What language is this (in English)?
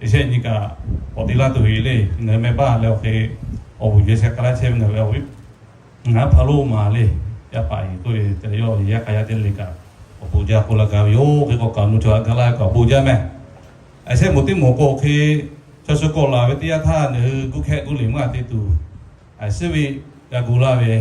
Lahu